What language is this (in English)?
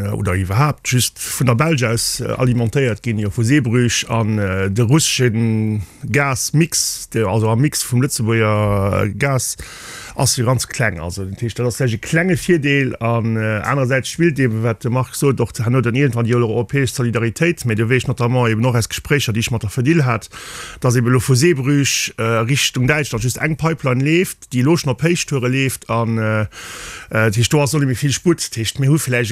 Luxembourgish